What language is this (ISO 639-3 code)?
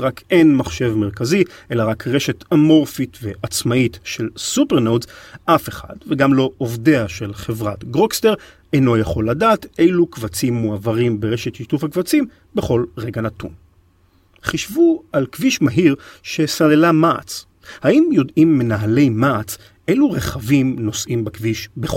heb